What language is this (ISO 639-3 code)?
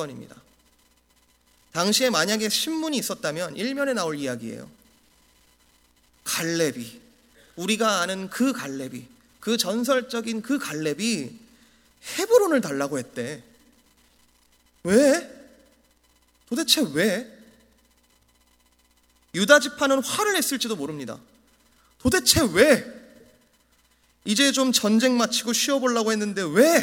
kor